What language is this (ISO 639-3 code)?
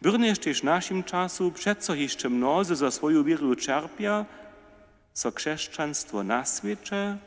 hsb